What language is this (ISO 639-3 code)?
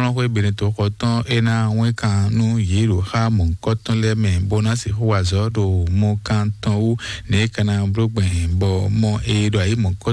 fon